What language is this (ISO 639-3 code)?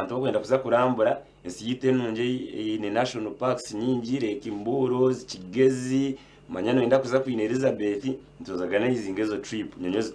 nyn